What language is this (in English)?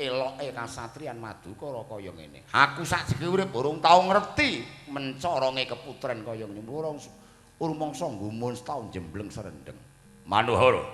Javanese